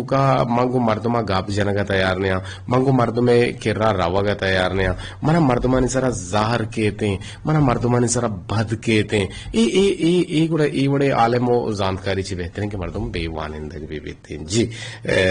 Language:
Eastern Balochi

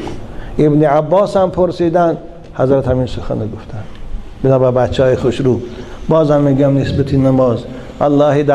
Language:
Tajik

